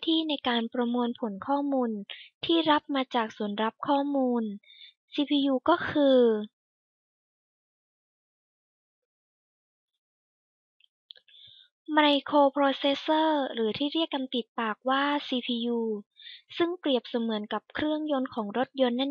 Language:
Thai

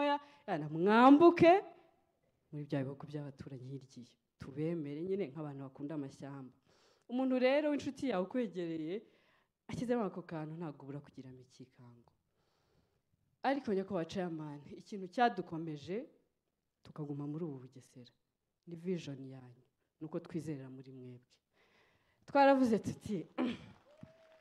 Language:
Kinyarwanda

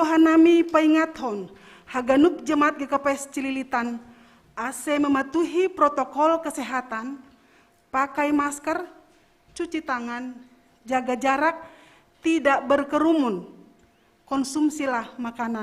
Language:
Batak Simalungun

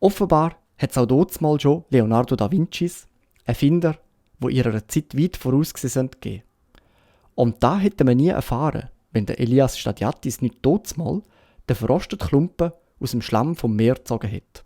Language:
Swiss German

